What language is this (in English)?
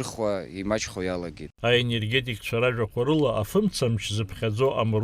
Abkhazian